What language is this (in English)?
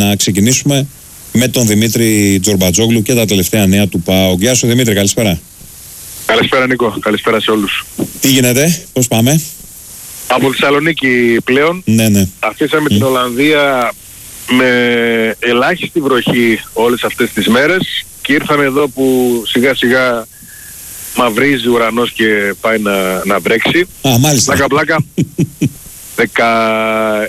Greek